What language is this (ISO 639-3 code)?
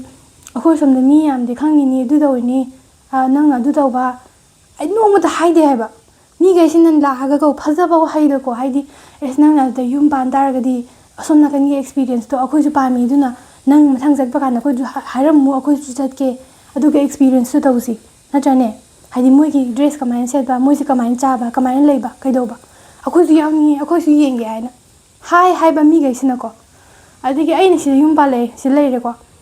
mni